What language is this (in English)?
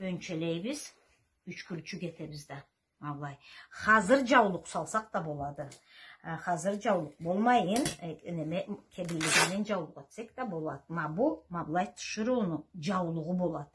Karachay-Balkar